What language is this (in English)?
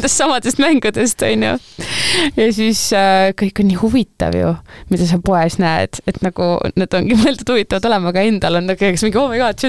Estonian